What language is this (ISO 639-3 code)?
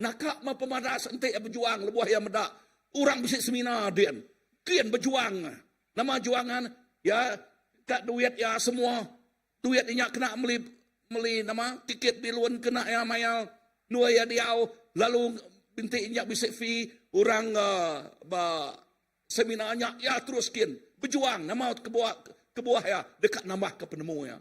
iba